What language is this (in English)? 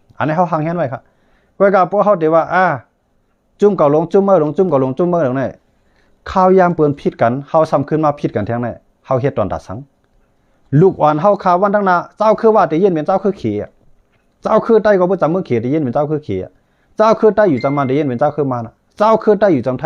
Shan